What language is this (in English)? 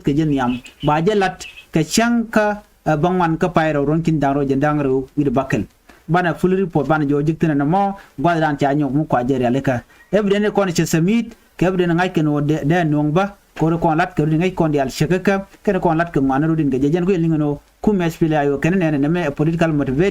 Nuer